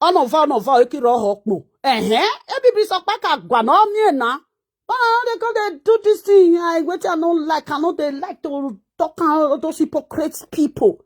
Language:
Nigerian Pidgin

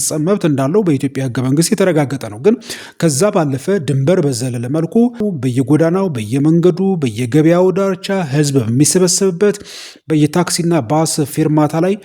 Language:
Amharic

